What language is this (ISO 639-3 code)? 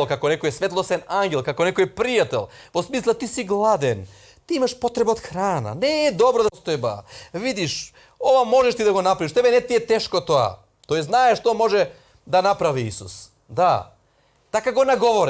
mkd